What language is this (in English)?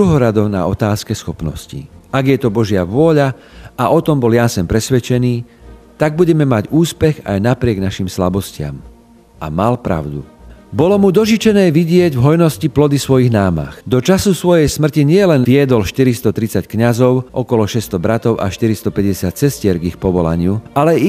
Slovak